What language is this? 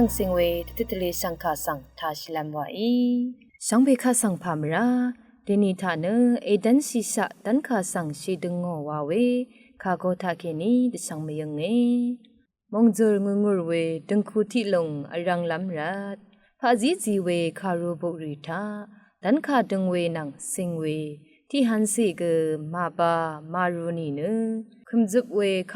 Rawang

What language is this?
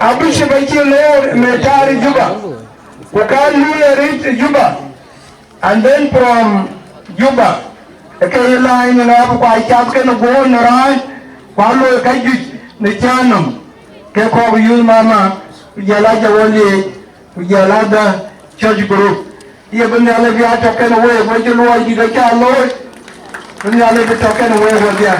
Dinka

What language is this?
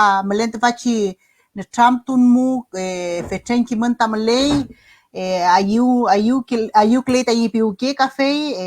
Mapuche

